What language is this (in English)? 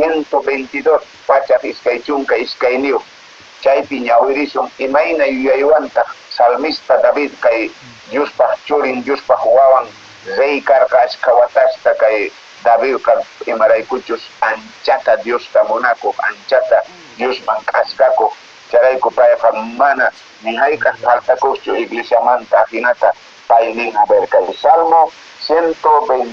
Quechua